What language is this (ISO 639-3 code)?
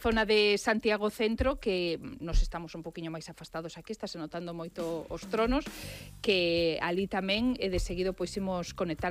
glg